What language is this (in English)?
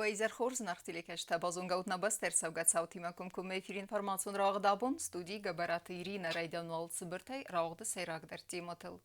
Ossetic